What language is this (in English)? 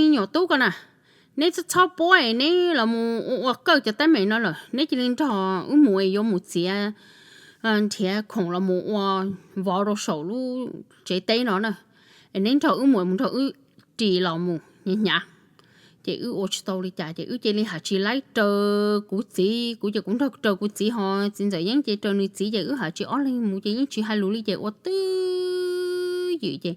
Hmong